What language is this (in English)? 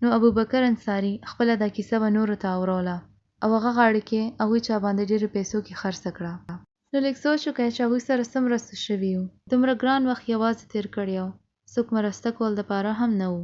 Pashto